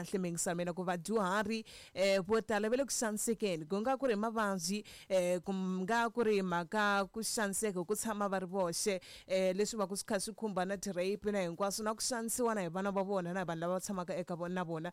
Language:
Tsonga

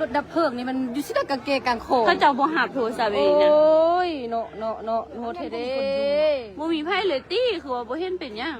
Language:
Northeastern Thai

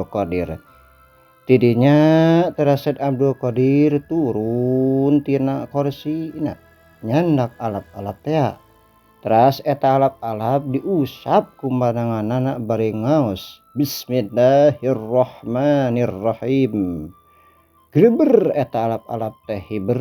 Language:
Sundanese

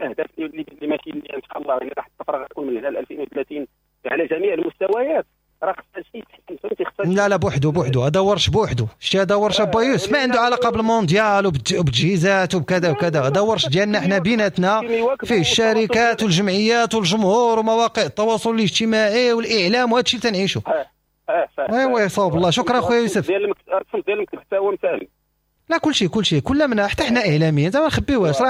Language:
Moroccan Arabic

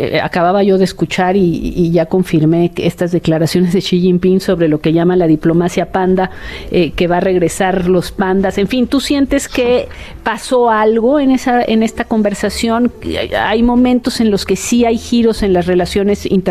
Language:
Spanish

